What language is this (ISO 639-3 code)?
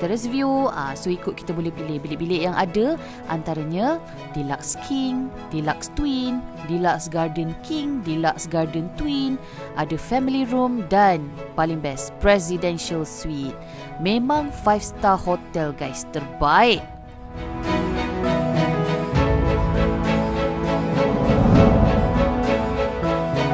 msa